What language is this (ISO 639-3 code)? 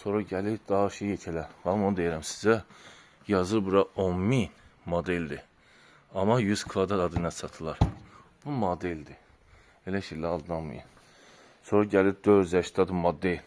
aze